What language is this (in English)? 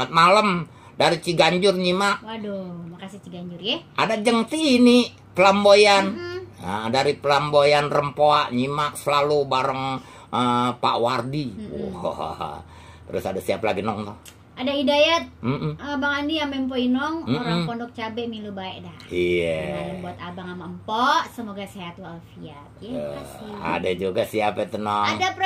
Betawi